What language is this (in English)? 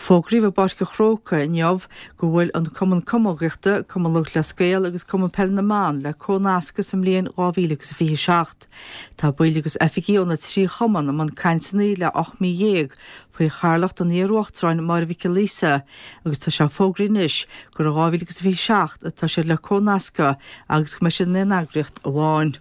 Irish